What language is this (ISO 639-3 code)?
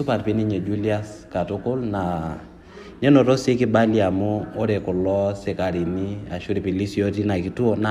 mas